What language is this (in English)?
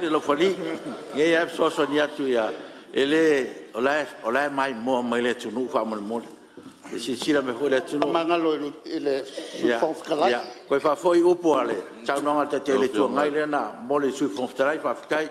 Samoan